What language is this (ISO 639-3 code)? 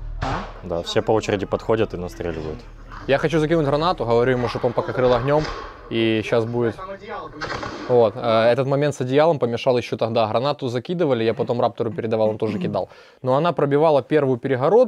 rus